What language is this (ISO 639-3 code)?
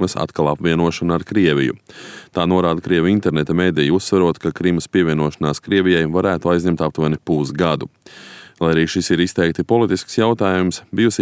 lav